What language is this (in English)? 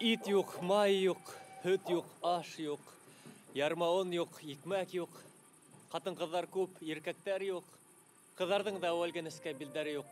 Bashkir